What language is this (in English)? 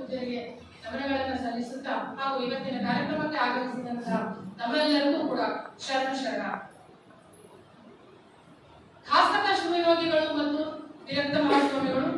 Kannada